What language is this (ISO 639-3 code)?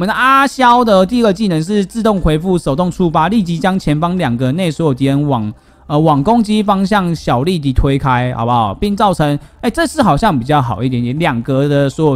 zho